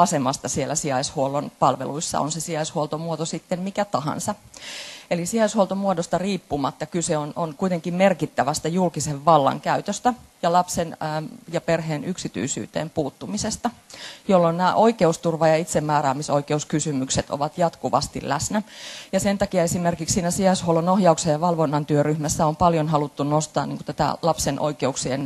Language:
Finnish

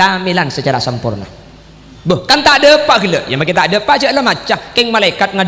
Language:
Madurese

